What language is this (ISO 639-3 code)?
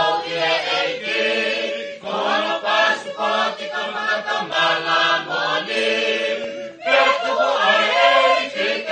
ton